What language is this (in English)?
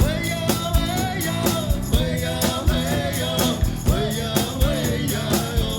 Atikamekw